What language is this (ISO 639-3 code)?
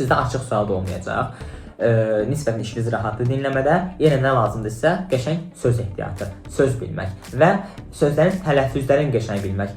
aze